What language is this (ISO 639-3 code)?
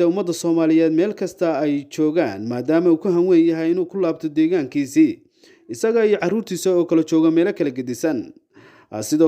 som